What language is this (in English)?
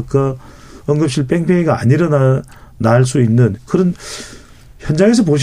Korean